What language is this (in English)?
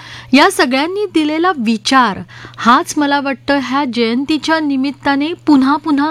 Marathi